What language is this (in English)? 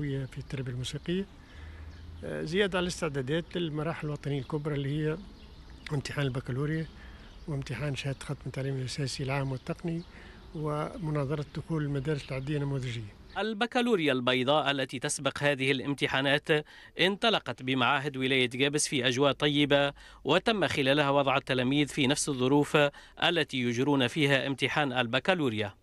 Tunisian Arabic